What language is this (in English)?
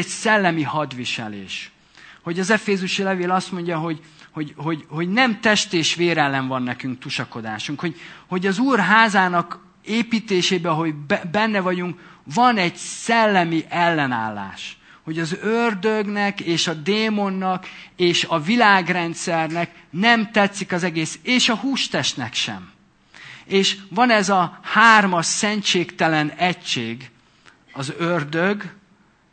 Hungarian